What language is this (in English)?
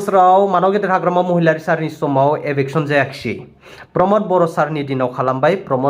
Bodo